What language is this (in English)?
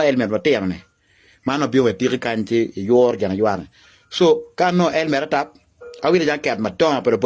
Acoli